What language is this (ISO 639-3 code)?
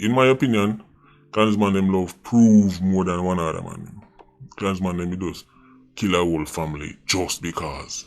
jam